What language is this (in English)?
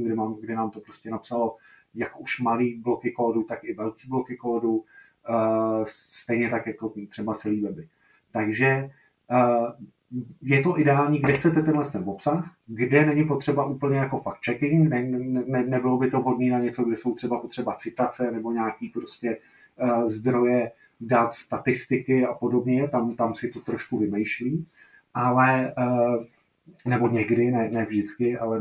Czech